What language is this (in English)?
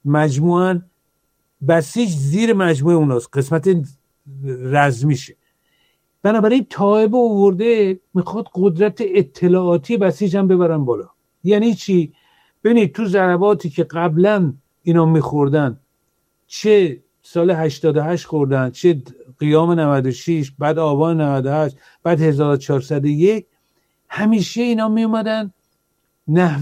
Persian